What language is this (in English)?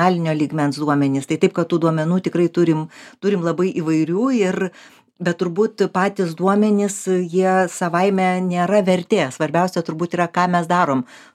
Lithuanian